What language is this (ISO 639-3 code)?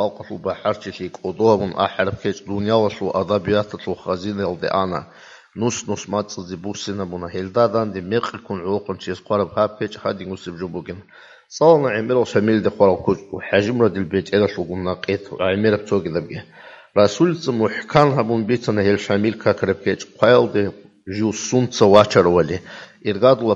ava